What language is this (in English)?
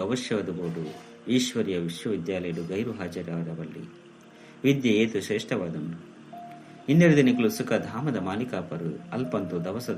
Tulu